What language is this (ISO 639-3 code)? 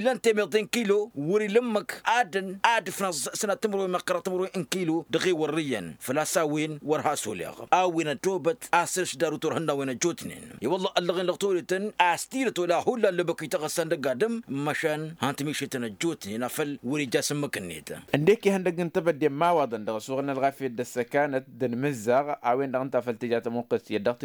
taq